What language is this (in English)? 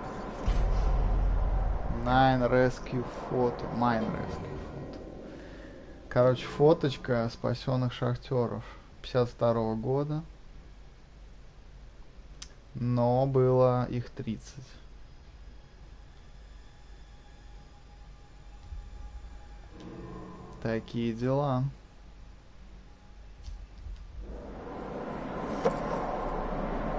Russian